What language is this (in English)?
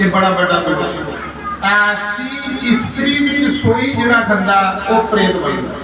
Dogri